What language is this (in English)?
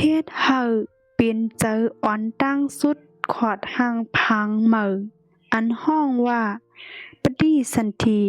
Shan